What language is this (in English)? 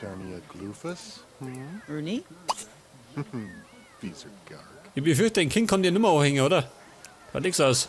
Bavarian